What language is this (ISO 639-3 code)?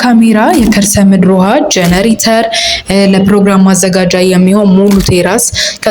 amh